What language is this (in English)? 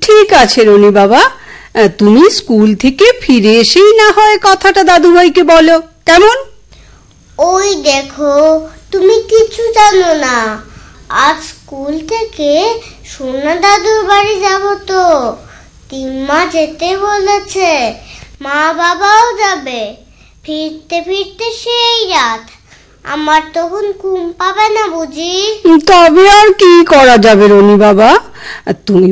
Bangla